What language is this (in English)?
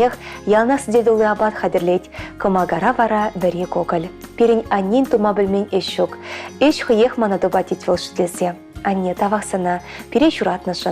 Chuvash